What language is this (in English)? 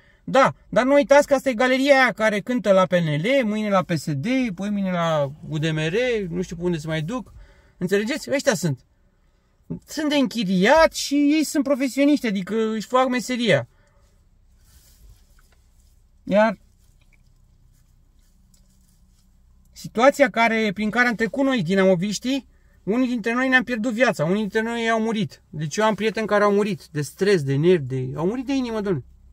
Romanian